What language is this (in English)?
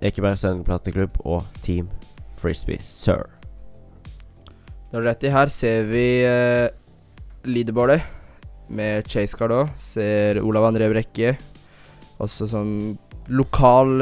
Norwegian